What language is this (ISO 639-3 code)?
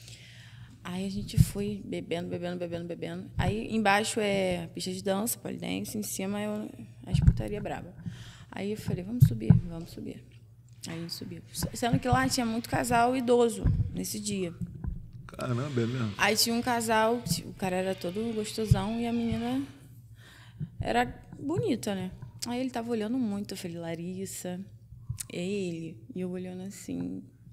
por